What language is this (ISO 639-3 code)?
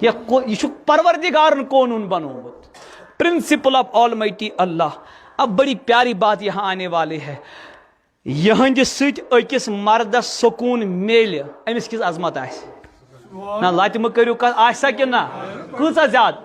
kas